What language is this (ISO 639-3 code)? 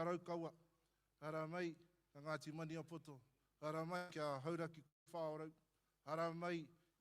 mri